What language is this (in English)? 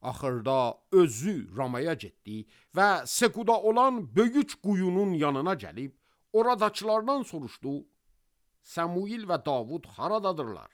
Azerbaijani